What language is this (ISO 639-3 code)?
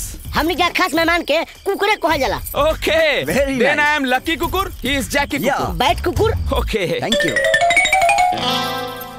bho